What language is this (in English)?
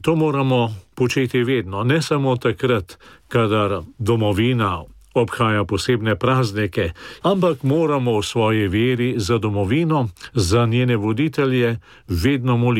Slovenian